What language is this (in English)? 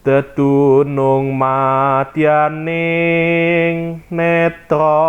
Javanese